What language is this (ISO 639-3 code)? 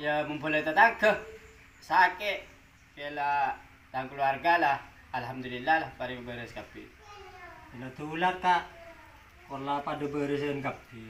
mad